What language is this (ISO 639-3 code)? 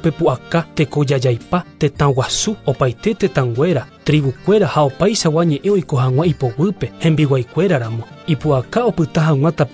grn